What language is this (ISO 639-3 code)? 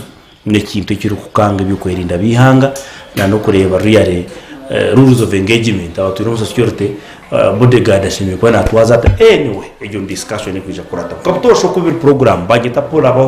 nyn